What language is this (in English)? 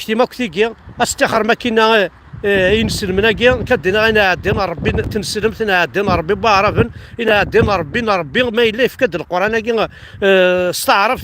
Kabyle